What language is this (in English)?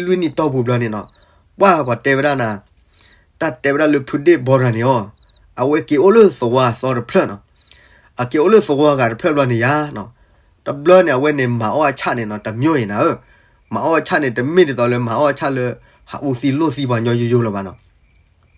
S'gaw Karen